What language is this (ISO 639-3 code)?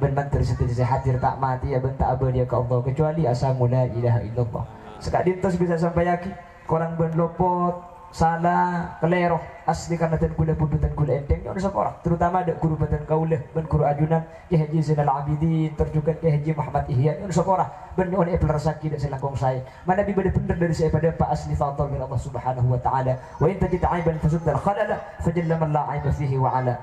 mad